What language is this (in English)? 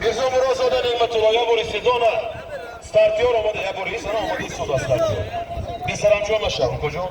Tajik